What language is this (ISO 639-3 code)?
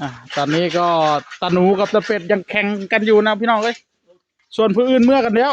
tts